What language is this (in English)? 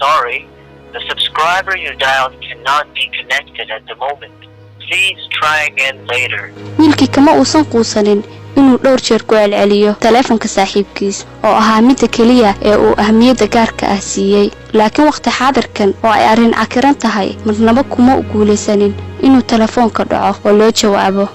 Somali